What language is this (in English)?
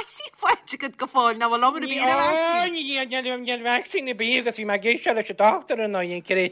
Irish